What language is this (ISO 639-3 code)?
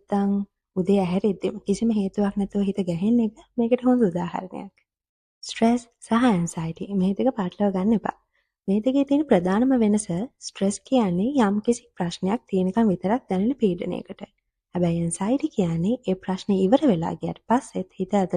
sin